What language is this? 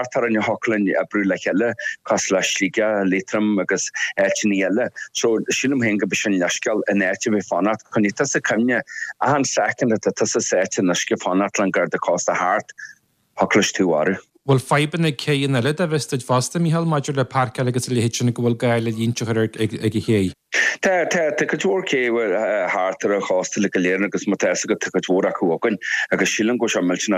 Irish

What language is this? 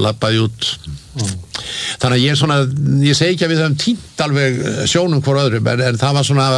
Icelandic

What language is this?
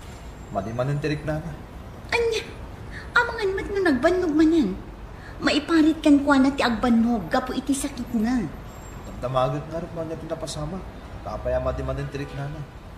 Iloko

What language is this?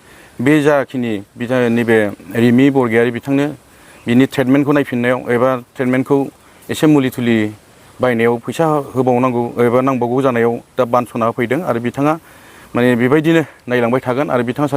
Bodo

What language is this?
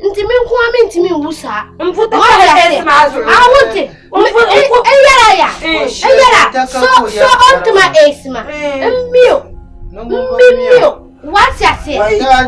Dagbani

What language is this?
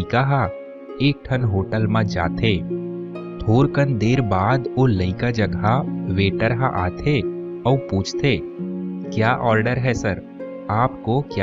Chhattisgarhi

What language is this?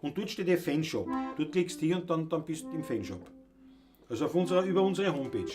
Bavarian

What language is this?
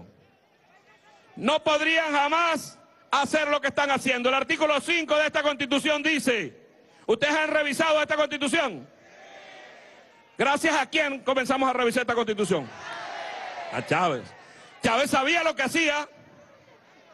Spanish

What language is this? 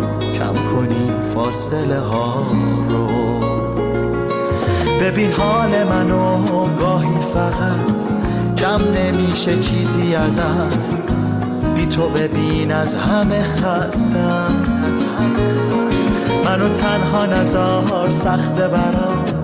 Persian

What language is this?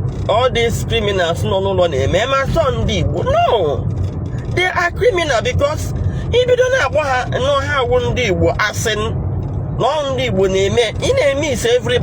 Igbo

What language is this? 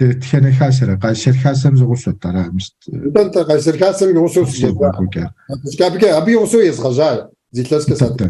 Kabardian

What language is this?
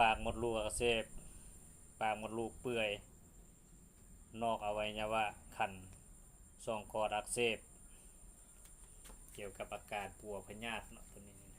Lao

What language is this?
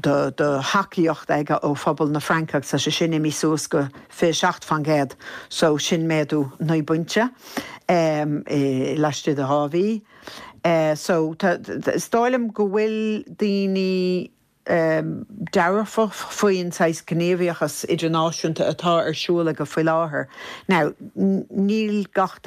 Irish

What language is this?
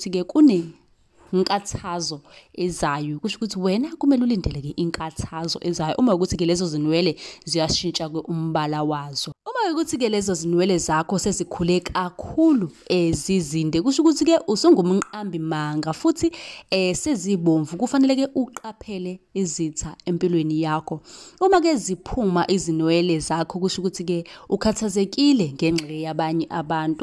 Zulu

